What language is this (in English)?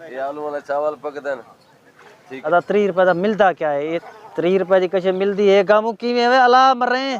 Saraiki